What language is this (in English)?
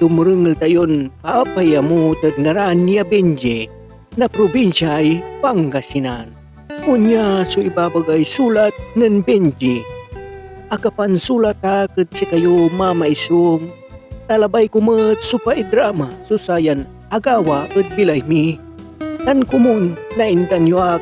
Pangasinan